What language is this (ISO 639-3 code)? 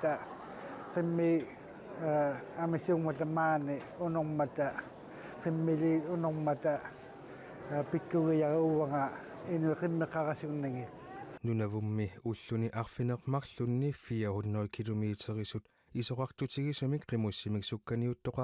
kal